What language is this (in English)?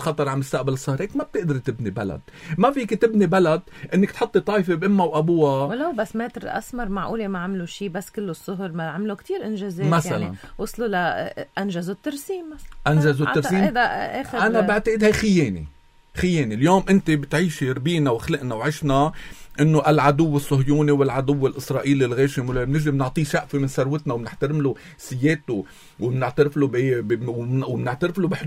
North Levantine Arabic